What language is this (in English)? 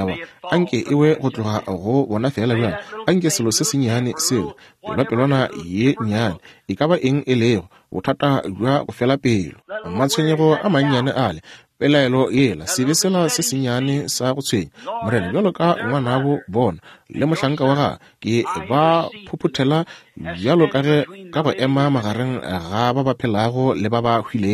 Northern Sotho